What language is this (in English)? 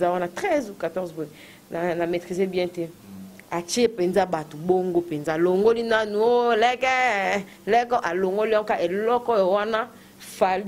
Lingala